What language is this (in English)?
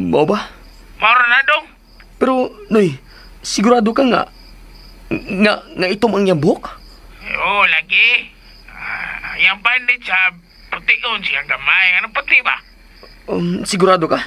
Cebuano